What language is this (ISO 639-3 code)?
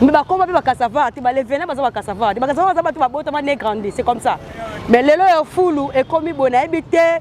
lin